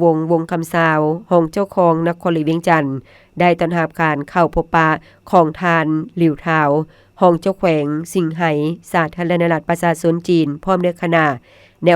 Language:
Lao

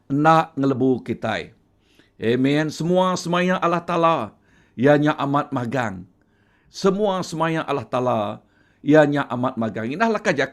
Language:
Iban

